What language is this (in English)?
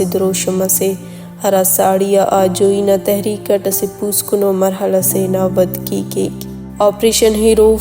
Brahui